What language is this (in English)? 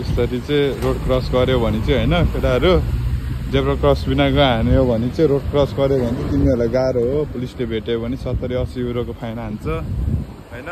Nepali